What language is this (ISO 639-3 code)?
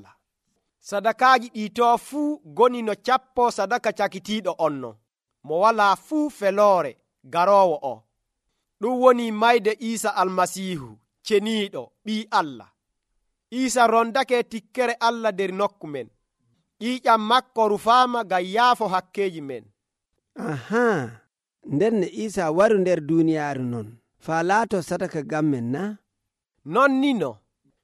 fuv